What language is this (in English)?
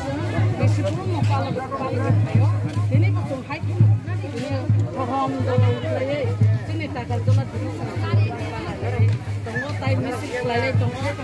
Kok Borok